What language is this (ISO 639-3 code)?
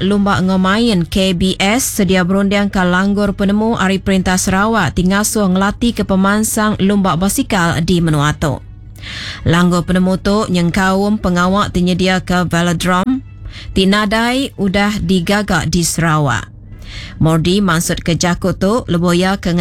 iba